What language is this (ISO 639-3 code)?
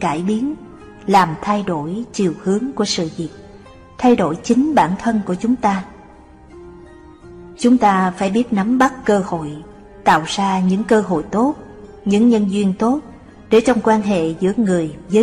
vie